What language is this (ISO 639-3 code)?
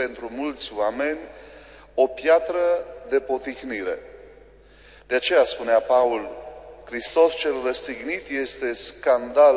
ron